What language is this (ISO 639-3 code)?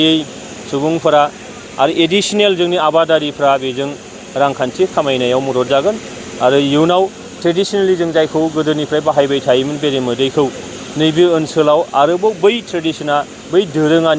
brx